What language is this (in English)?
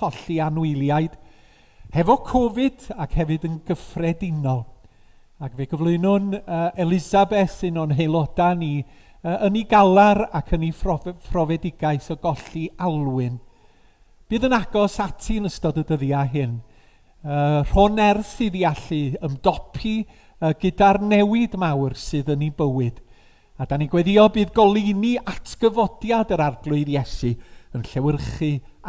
Welsh